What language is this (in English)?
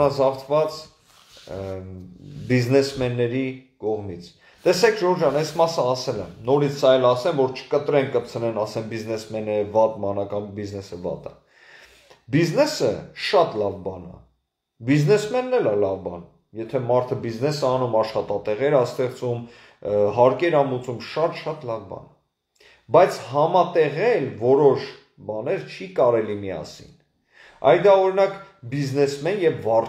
Armenian